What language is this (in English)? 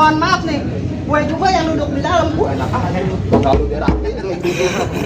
Betawi